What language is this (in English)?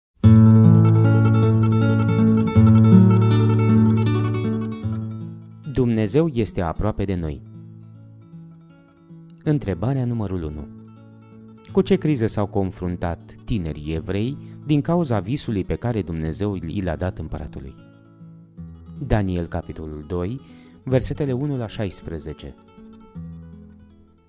Romanian